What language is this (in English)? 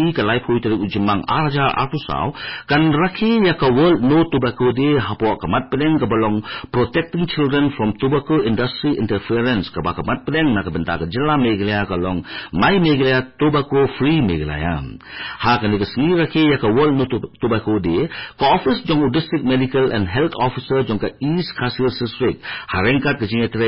Khasi